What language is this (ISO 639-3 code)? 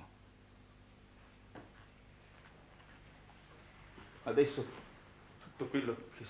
ita